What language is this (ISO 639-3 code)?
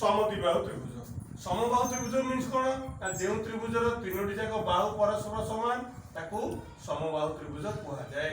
ori